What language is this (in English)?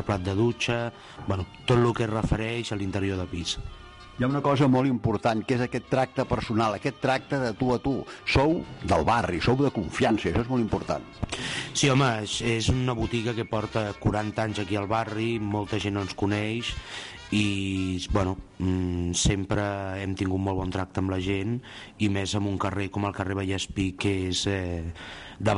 Catalan